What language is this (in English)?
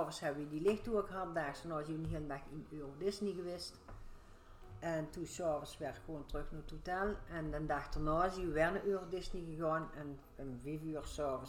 Dutch